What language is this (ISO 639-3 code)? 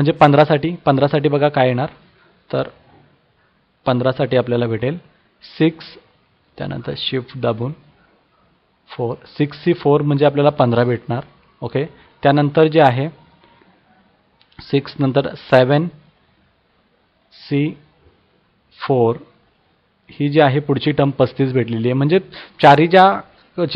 mar